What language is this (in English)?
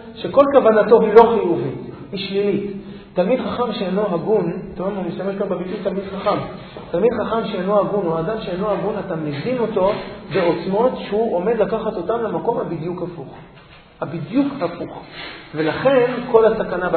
Hebrew